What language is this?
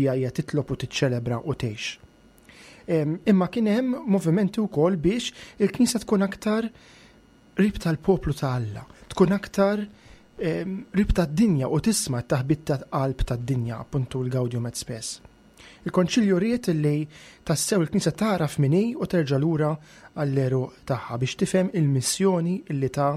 Maltese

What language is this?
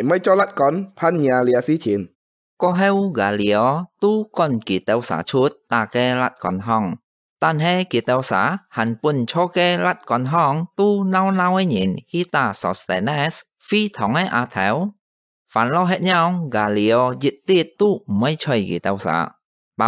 Hakka Chinese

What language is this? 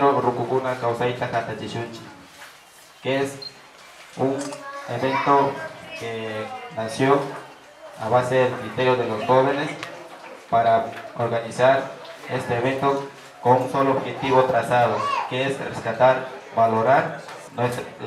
Quechua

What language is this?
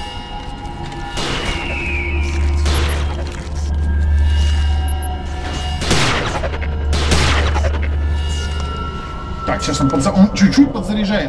Russian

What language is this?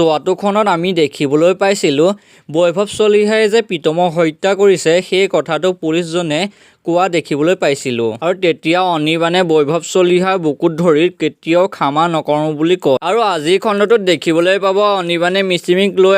Assamese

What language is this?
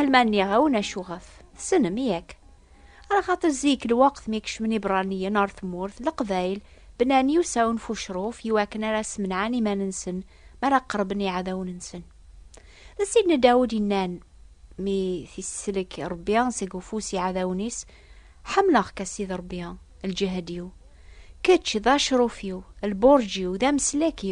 Kabyle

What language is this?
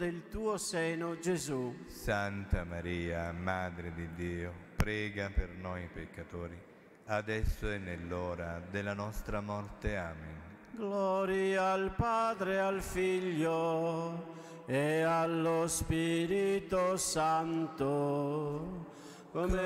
Italian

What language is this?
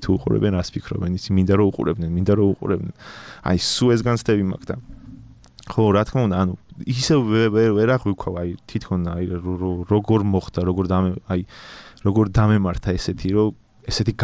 Georgian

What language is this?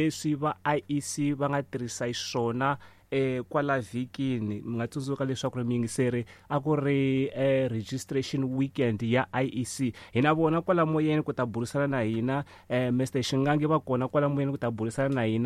Tsonga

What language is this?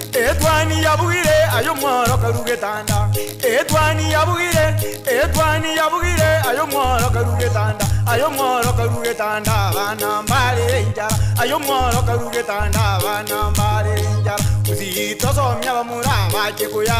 Gusii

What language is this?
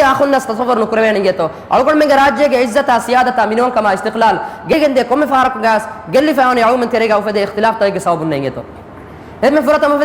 Divehi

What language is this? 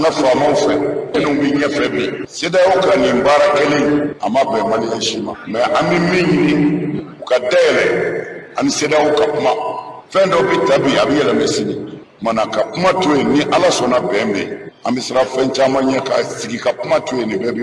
Bambara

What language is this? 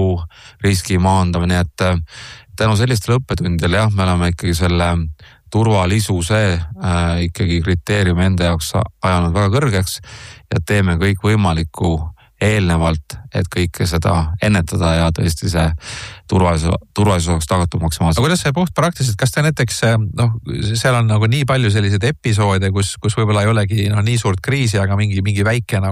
Estonian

